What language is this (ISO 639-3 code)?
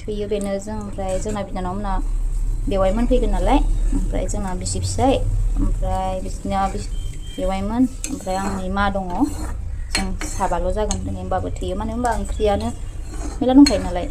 brx